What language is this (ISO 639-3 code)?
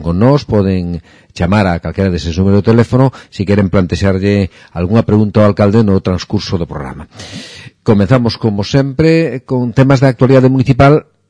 glg